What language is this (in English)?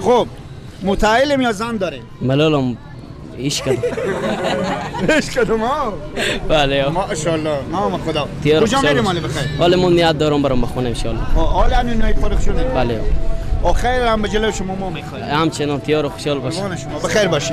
Persian